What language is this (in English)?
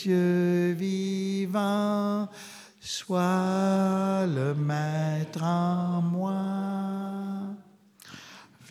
French